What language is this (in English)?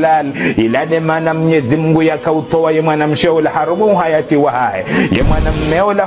Ngazidja Comorian